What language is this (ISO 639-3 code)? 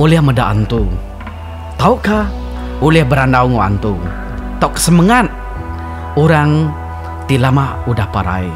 iba